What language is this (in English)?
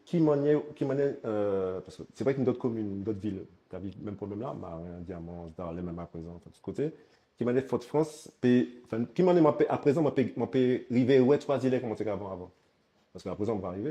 Guadeloupean Creole French